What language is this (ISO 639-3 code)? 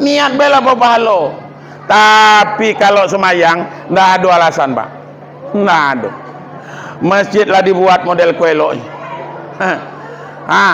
min